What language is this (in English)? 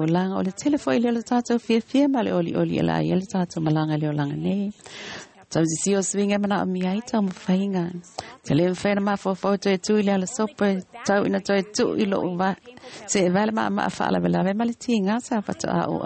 Samoan